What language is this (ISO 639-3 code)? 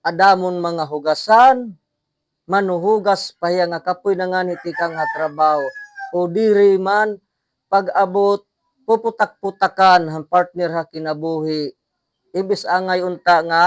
war